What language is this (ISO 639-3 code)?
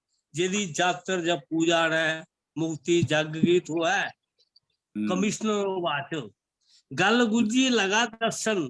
doi